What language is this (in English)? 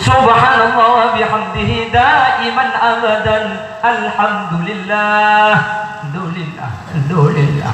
Madurese